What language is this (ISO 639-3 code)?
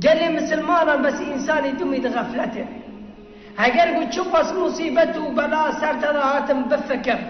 kur